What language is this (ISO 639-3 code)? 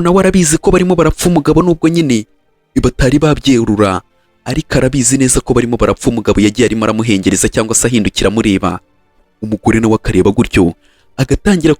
kin